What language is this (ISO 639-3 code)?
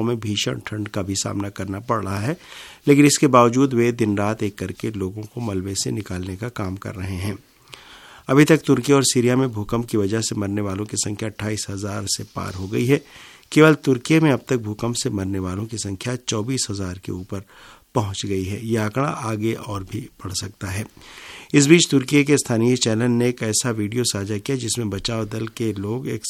hin